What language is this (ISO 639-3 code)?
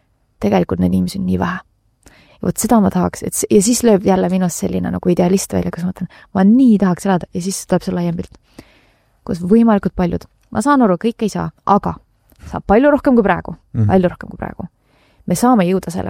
est